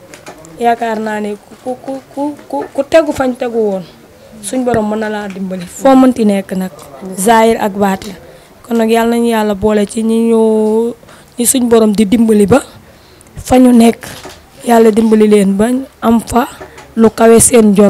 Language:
Wolof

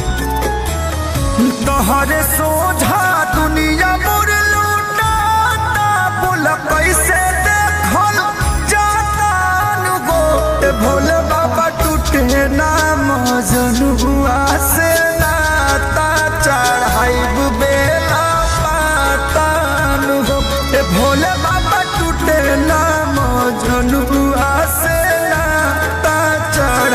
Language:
Bhojpuri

